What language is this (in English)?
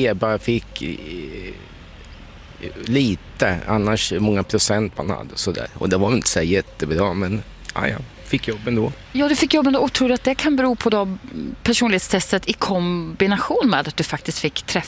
Swedish